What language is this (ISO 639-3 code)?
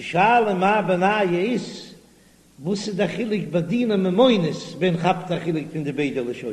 yid